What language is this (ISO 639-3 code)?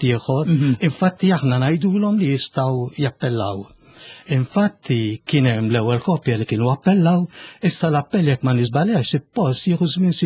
mlt